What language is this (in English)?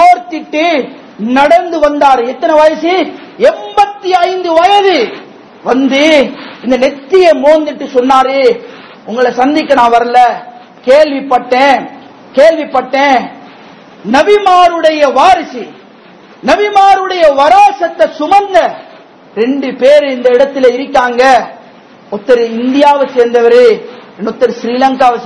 Tamil